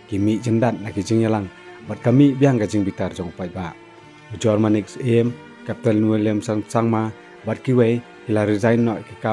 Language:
Khasi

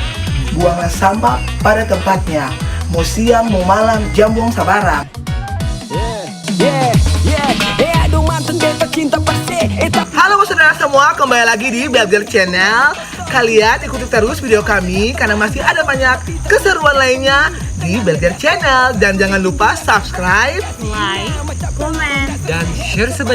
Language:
Ambonese Malay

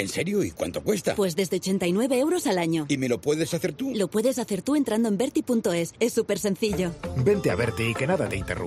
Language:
Spanish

